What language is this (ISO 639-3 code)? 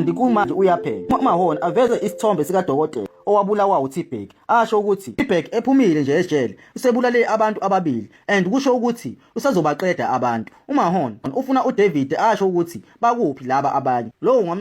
zul